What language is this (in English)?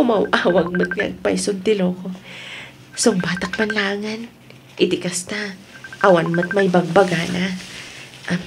Iloko